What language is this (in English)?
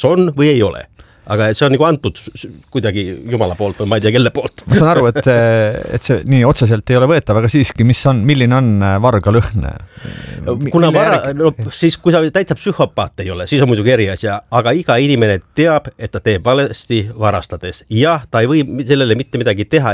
Estonian